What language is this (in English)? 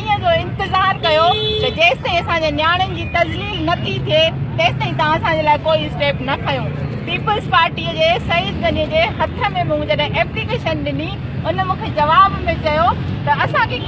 Sindhi